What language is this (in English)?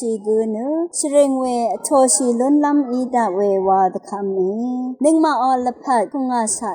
Rawang